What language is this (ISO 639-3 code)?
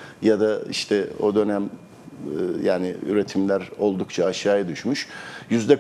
tur